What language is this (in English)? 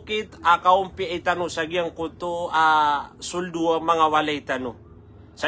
Maranao